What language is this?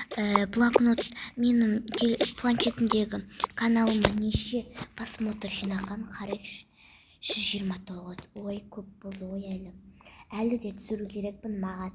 Kazakh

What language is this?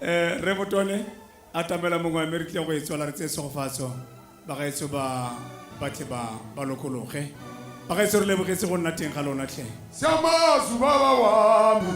Tswana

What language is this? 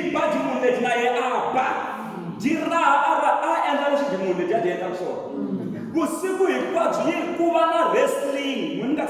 Tsonga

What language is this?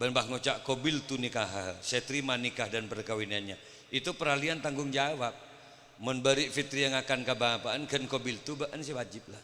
Madurese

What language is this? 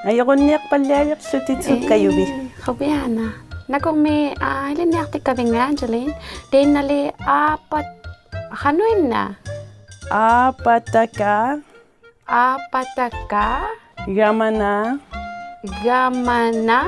Inuktitut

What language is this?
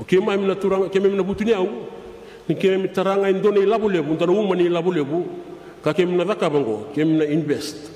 Fijian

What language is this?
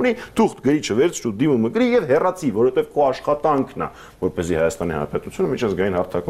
Armenian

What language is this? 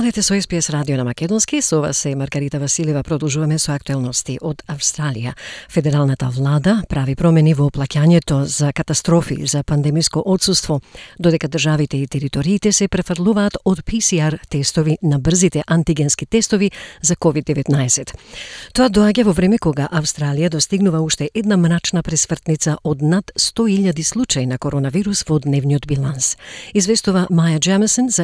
Macedonian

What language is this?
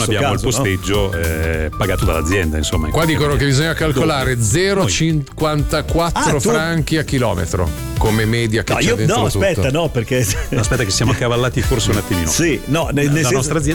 Italian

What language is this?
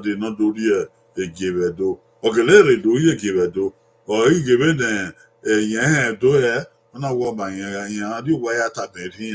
Bini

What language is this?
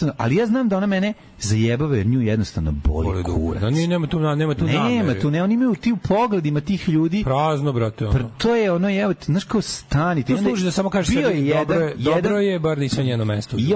Serbian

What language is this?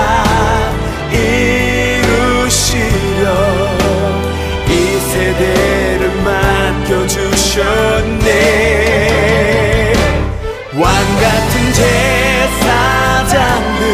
Korean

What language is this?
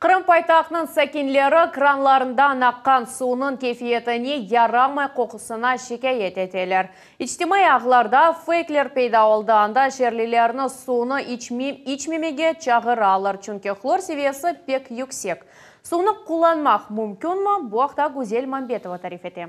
Crimean Tatar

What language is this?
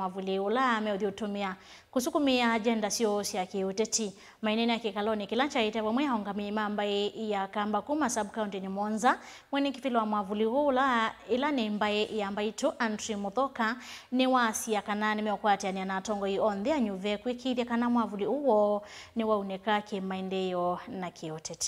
Kamba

